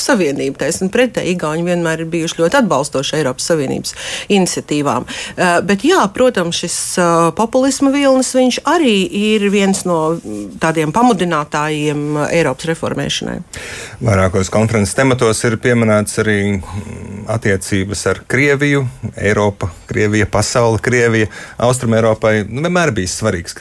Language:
Latvian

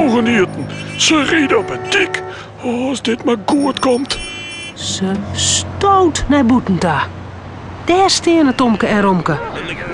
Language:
Western Frisian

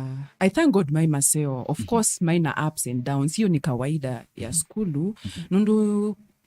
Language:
Kamba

